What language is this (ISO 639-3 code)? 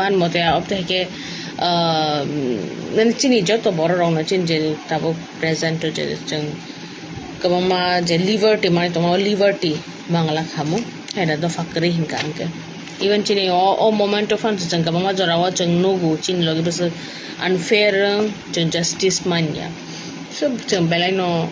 trp